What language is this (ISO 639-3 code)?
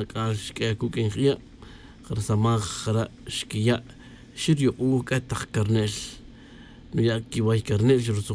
tzj